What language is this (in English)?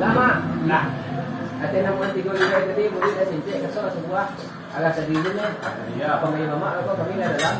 Minangkabau